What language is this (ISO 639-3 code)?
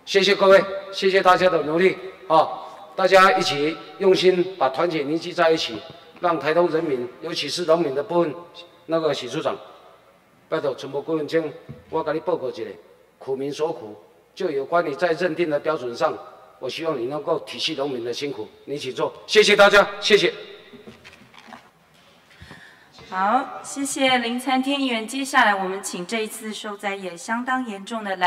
zho